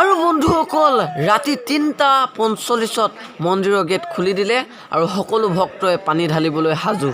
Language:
Assamese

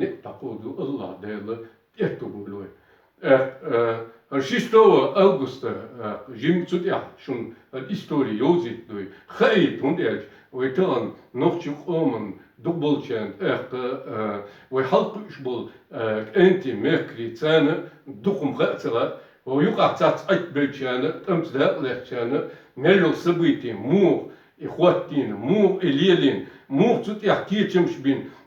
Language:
Chechen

